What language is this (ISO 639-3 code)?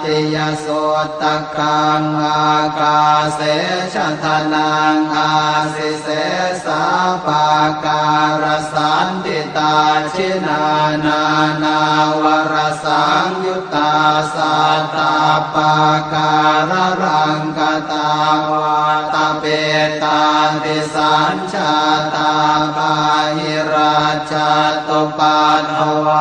pli